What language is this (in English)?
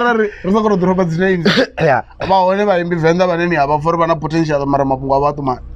Venda